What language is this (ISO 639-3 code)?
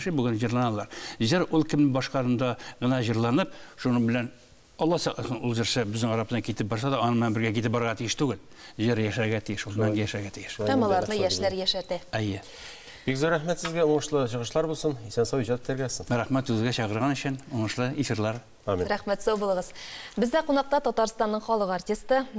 tat